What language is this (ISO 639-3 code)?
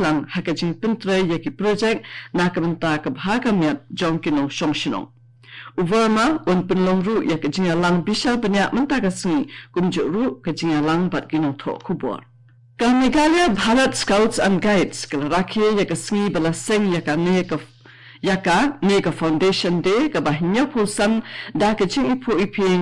kha